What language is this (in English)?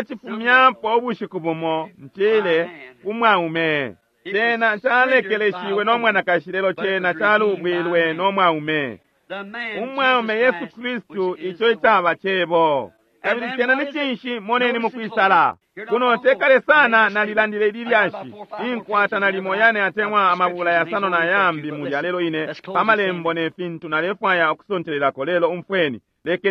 Bemba